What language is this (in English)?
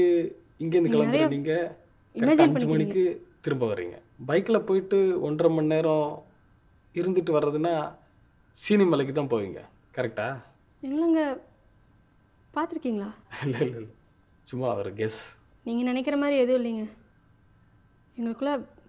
Tamil